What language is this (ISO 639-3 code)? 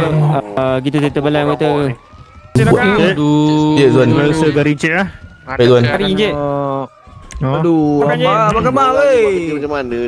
msa